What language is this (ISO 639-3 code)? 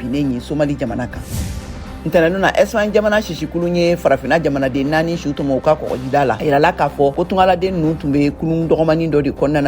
bam